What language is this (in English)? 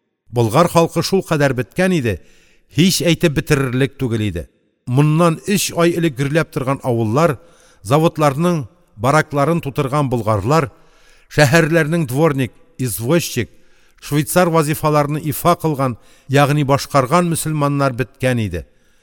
Tatar